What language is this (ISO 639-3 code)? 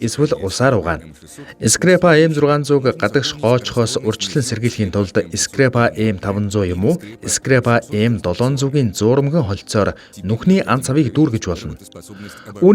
mon